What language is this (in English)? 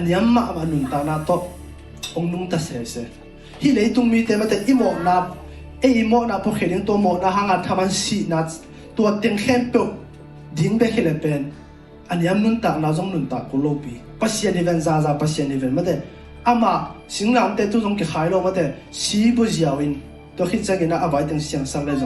Tedim Chin